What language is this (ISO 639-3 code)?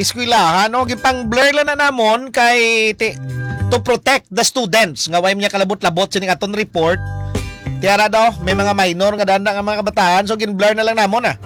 hil